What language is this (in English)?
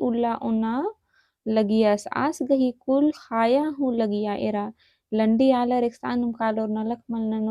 Kurukh